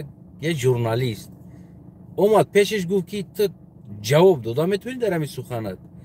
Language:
Tajik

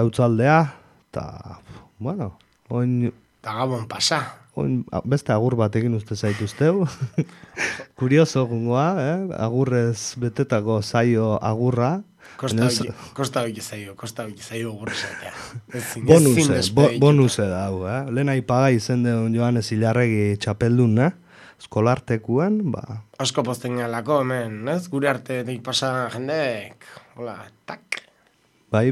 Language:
Basque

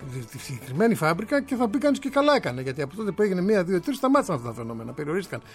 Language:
Greek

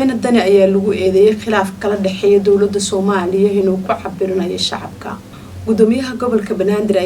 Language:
Somali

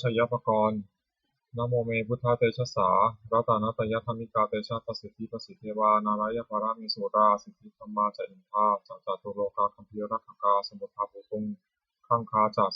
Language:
Pali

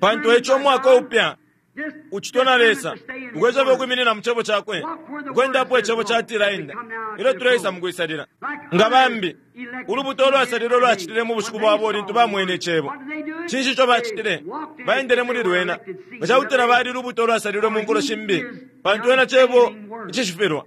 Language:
Bemba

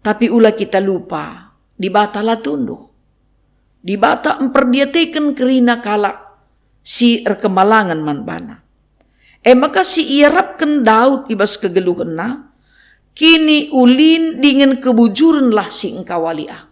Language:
Batak Karo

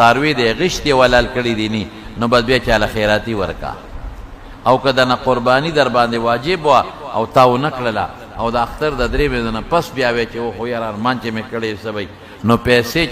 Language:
Pashto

